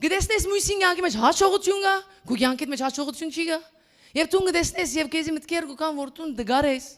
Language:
Western Armenian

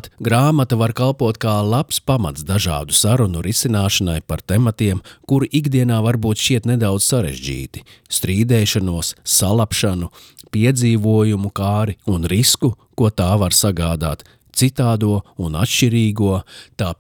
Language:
Latvian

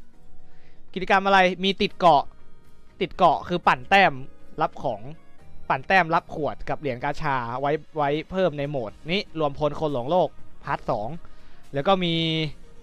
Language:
Thai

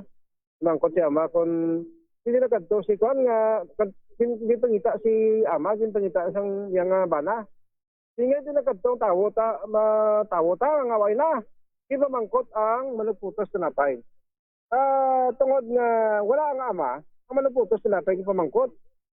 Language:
Hiligaynon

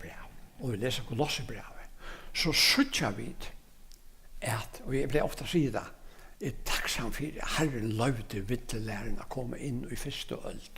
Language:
Faroese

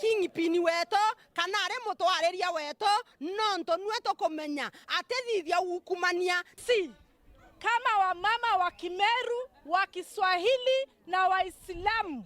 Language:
Meru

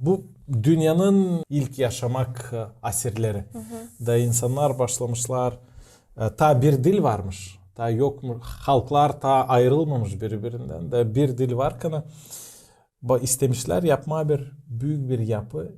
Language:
Gagauz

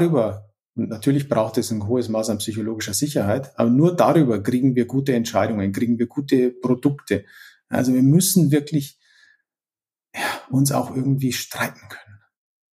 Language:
German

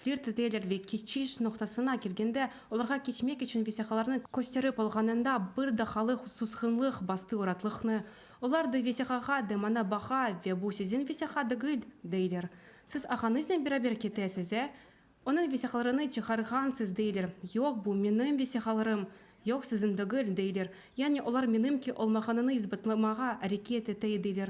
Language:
Crimean Tatar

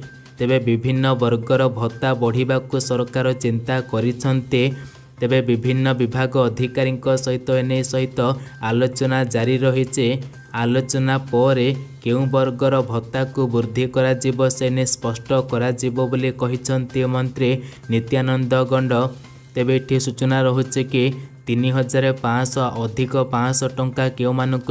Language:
Odia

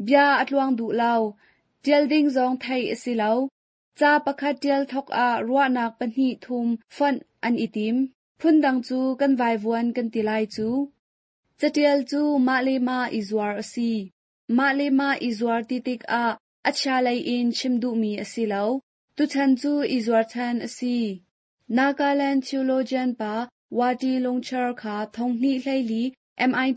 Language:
Hakha Chin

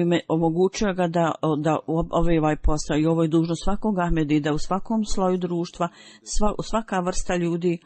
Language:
Bosnian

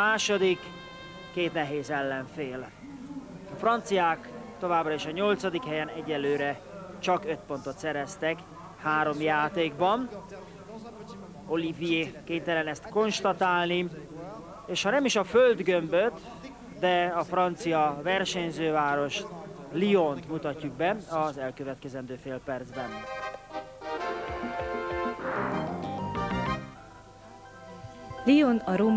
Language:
Hungarian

